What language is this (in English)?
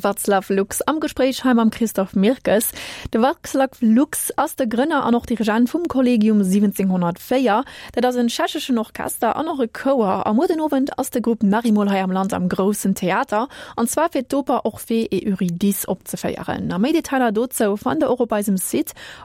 Luxembourgish